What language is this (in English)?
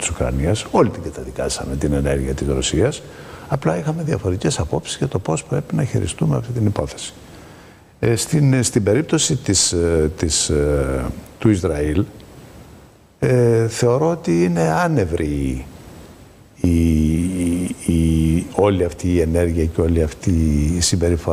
Greek